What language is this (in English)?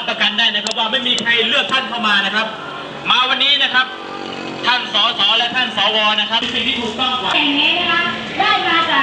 Thai